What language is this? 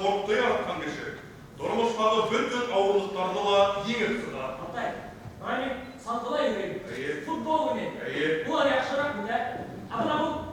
Bashkir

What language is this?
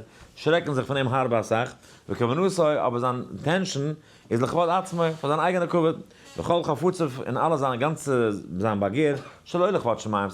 Yiddish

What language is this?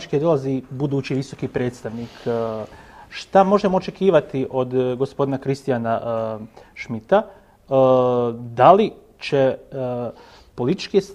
Bosnian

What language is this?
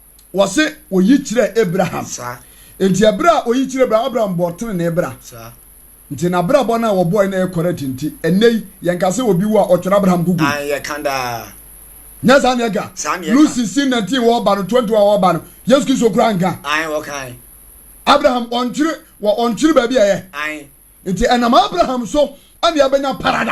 Akan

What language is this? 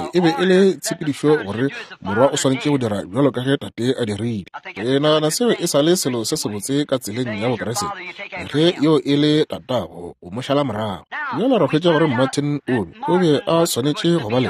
Northern Sotho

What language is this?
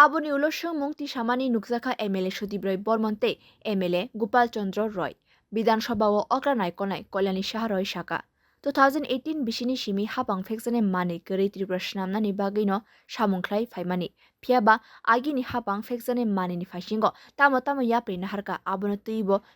Kok Borok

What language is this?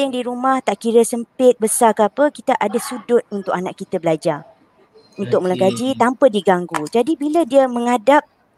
Malay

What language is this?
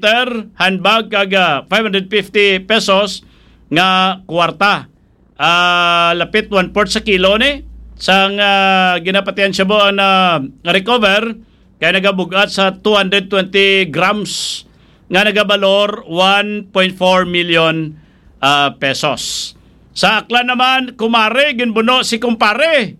Hiligaynon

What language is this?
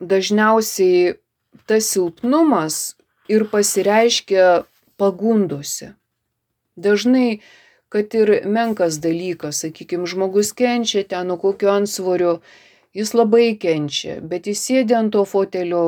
Lithuanian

